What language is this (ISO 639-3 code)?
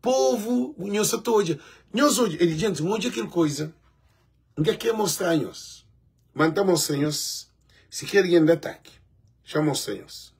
kea